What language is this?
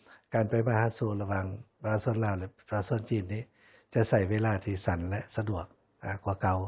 Lao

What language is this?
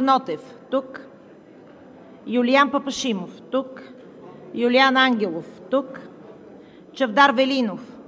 Bulgarian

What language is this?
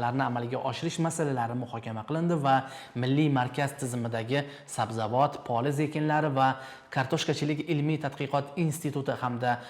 Uzbek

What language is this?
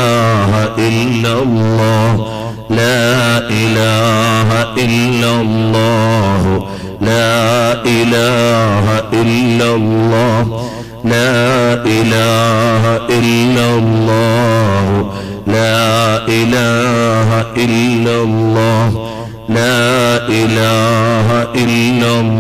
Malayalam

